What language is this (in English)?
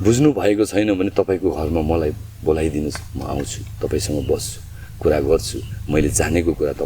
Nepali